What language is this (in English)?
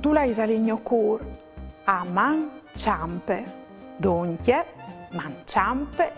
Friulian